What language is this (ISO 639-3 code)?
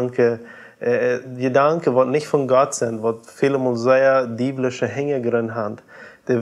pdt